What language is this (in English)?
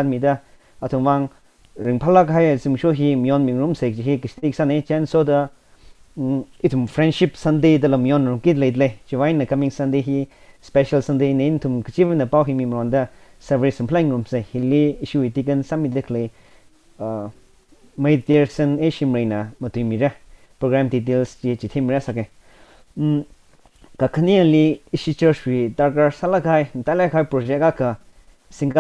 Tangkhul Naga (India)